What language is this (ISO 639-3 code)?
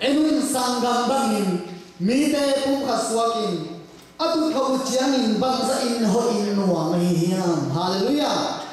ctd